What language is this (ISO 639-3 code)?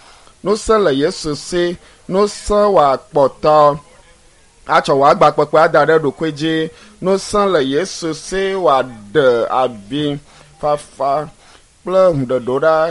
ewe